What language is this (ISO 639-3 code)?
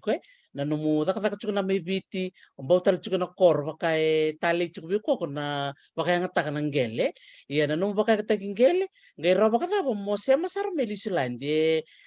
fij